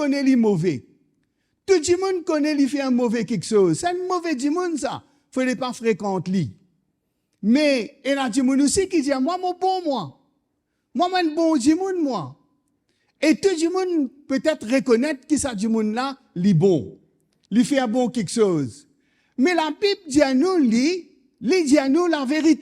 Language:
Morisyen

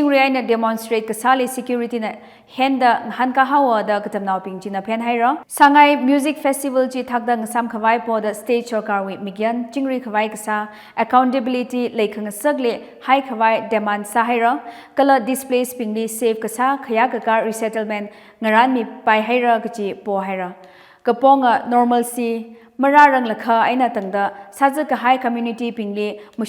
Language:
Tangkhul Naga (India)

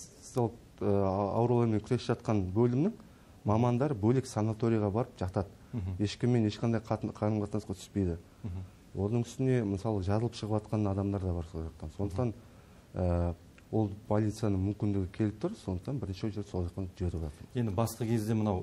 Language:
Kazakh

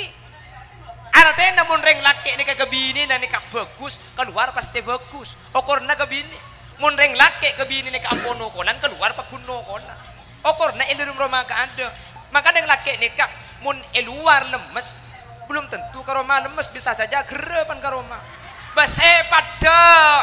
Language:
Madurese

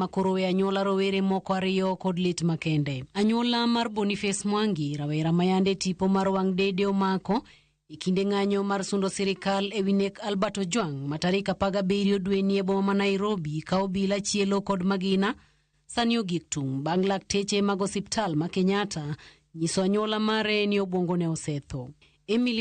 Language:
Luo (Kenya and Tanzania)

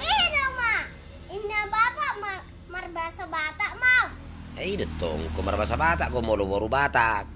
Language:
Batak Toba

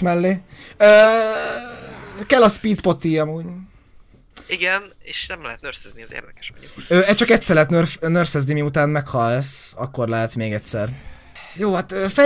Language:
Hungarian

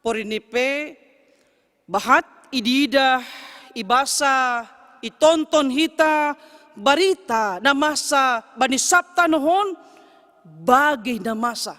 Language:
Batak Simalungun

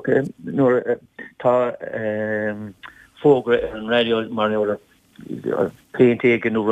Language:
Irish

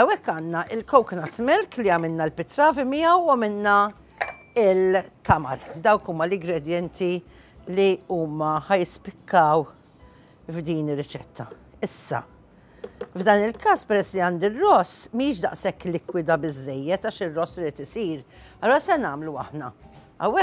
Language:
Maltese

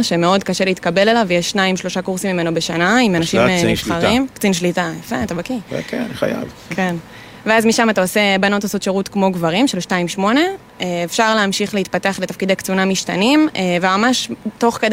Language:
Hebrew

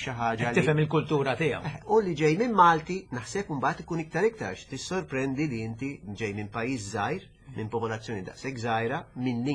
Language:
Maltese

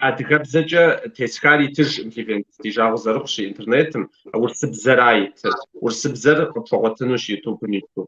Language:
Kabardian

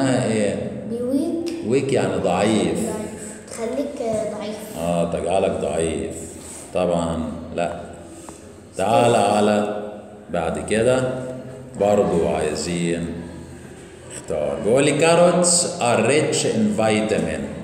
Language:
Egyptian Arabic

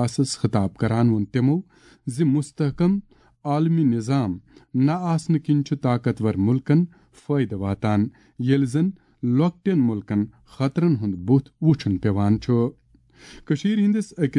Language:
Kashmiri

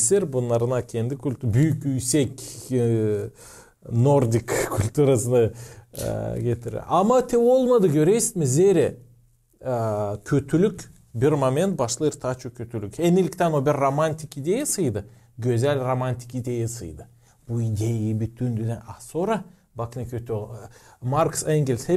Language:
Gagauz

